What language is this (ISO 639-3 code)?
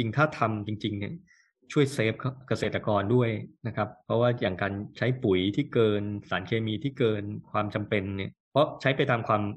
tha